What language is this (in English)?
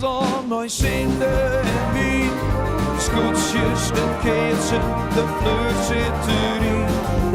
Western Frisian